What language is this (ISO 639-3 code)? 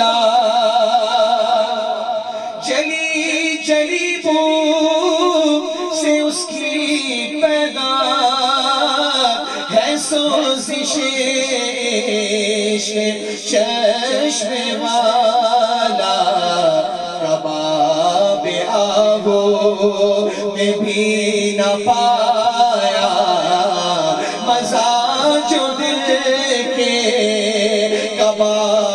urd